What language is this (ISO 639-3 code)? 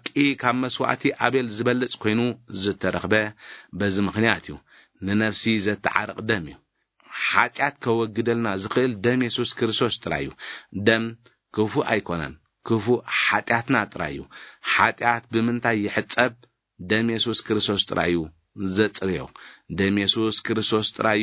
tir